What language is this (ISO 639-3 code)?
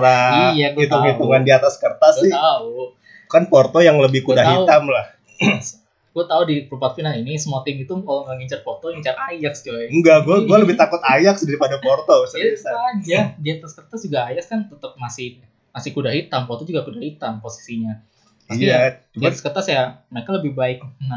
ind